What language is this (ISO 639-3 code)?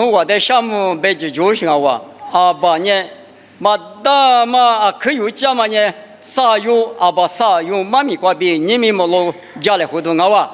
lis